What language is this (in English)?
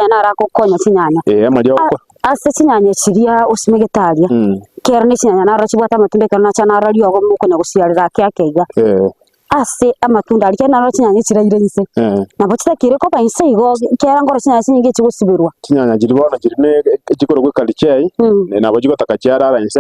Gusii